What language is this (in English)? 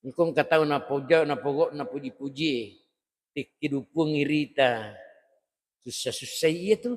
Buginese